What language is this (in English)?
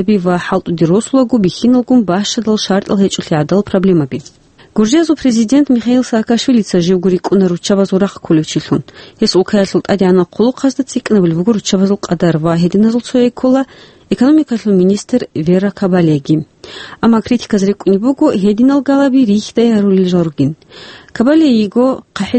Avaric